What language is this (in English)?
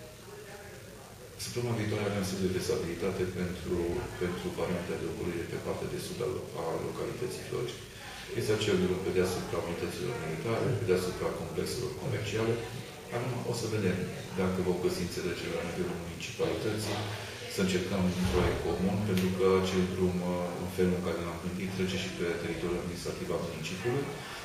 Romanian